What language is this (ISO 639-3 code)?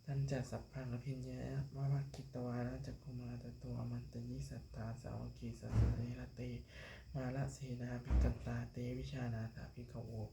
pli